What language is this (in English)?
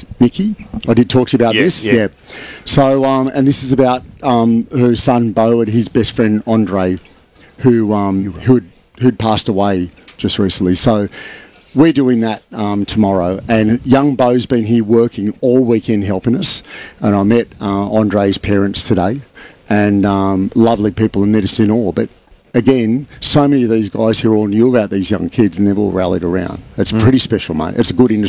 English